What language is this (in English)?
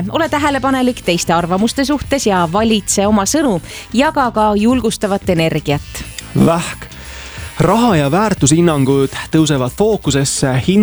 Estonian